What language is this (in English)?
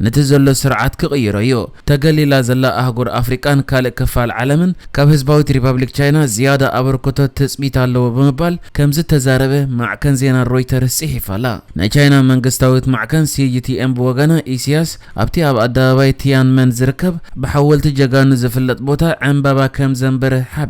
Tigrinya